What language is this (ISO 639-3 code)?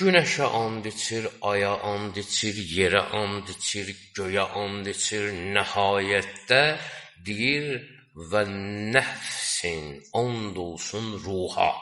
aze